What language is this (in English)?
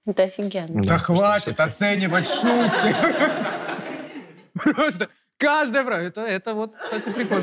Russian